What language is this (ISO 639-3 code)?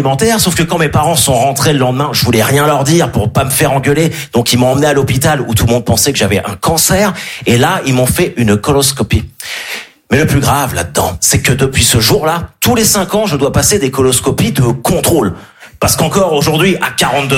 fra